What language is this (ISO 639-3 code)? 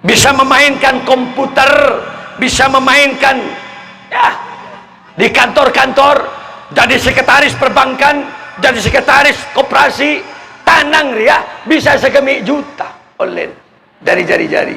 mad